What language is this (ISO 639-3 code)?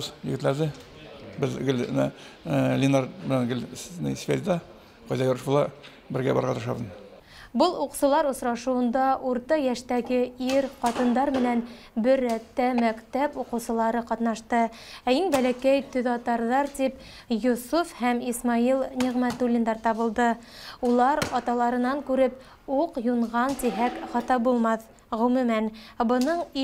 bak